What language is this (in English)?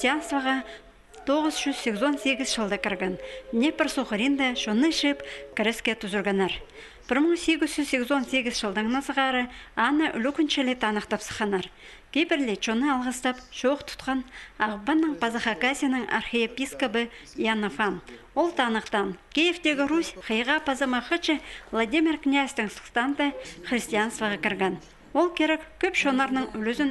Khakas